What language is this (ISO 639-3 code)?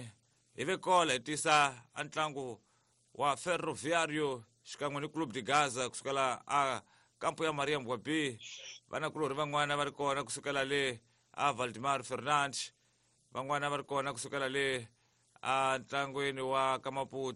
tso